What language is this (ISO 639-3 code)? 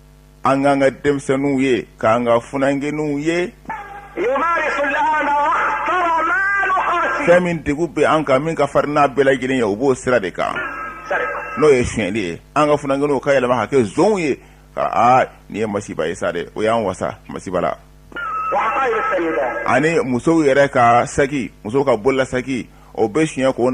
bam